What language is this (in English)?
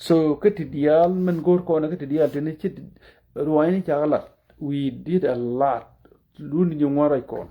Nuer